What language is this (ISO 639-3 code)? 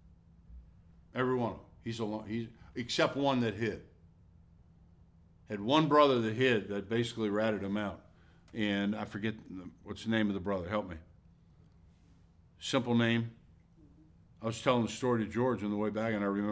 eng